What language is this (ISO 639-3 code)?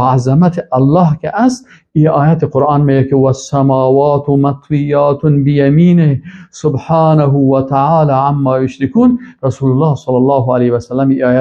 fas